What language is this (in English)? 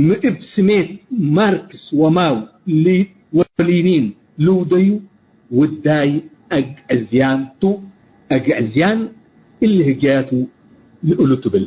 Tigre